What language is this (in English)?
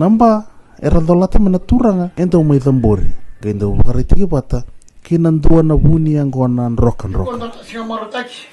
Fijian